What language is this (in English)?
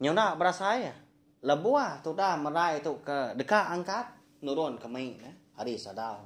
Iban